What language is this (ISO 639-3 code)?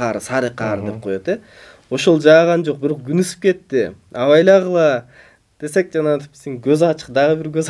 kir